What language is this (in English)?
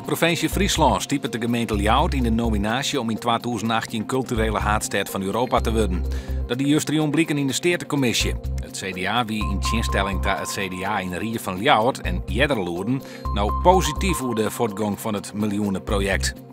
Western Frisian